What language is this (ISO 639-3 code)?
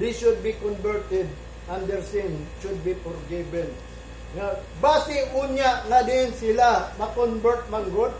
ceb